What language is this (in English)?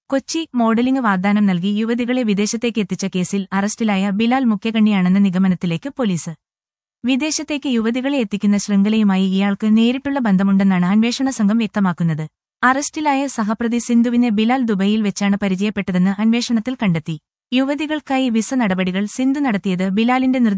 Malayalam